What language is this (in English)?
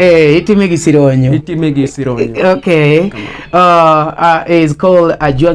Luo (Kenya and Tanzania)